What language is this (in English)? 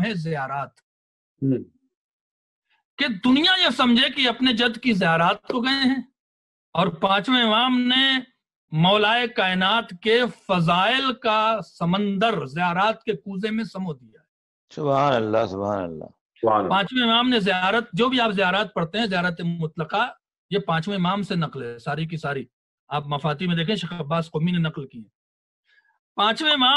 Urdu